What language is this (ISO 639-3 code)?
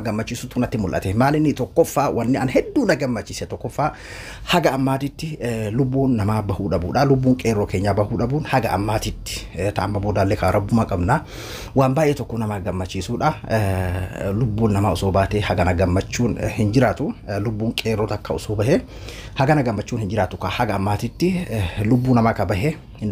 orm